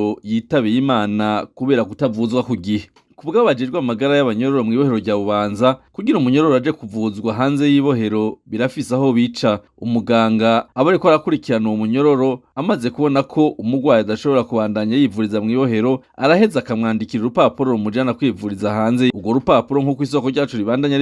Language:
Rundi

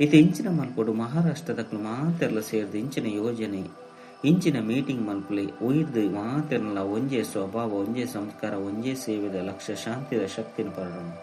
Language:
Tulu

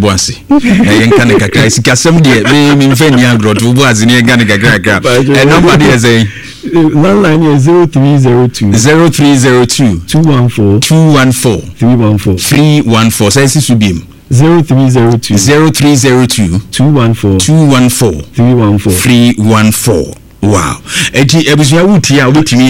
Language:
Akan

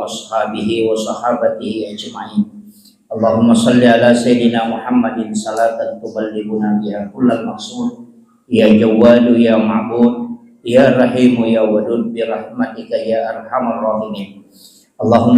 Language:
Buginese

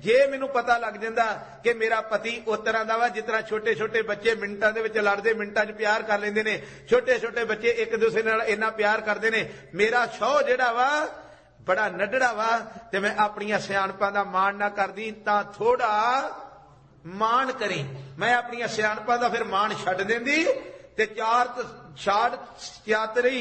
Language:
Punjabi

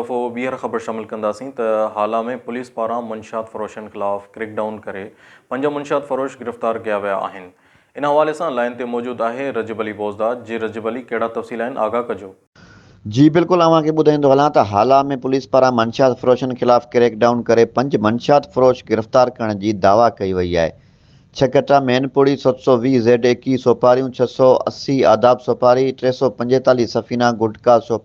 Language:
Sindhi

